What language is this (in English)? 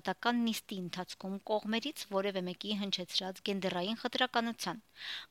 Armenian